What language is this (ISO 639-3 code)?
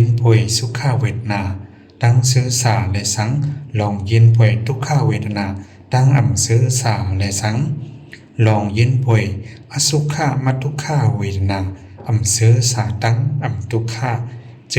shn